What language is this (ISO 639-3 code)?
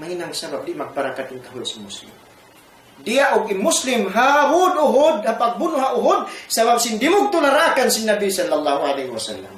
tsg